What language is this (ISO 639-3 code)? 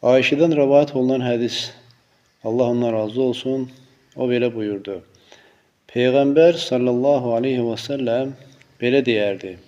aze